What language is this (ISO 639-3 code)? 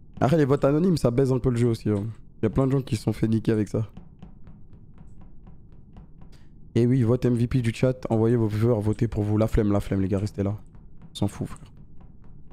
fra